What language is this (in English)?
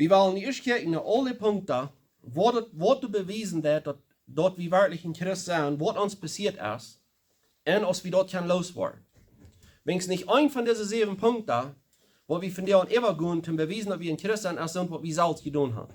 Plautdietsch